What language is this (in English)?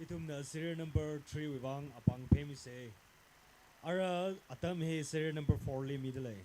Tangkhul Naga (India)